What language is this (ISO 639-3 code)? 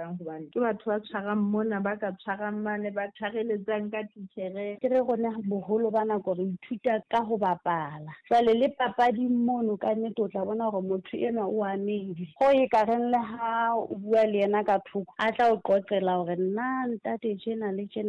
sot